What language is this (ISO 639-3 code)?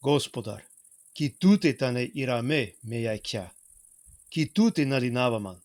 rmn